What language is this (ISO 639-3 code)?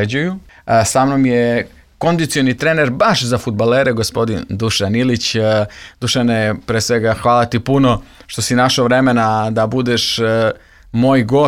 srp